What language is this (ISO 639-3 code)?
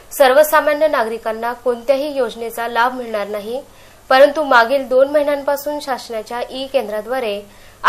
mar